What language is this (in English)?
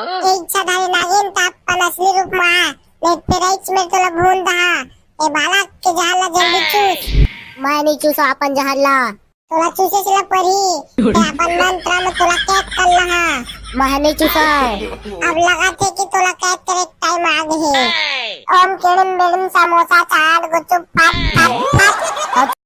Chhattisgarhi